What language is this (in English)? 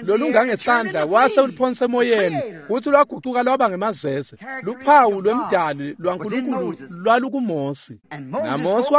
Swati